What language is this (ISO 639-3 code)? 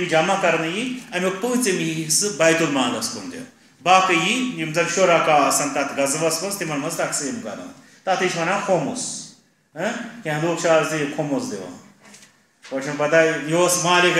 kas